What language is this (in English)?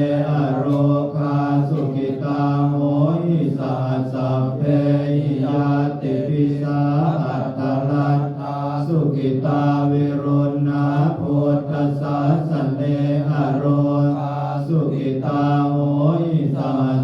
Pali